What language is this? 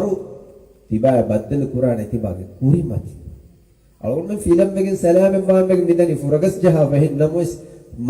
Divehi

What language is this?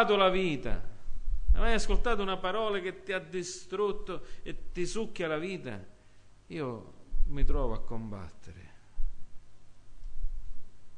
Italian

